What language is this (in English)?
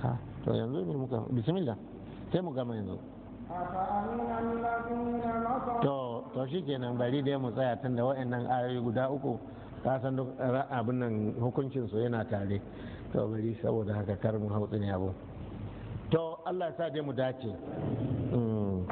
Hausa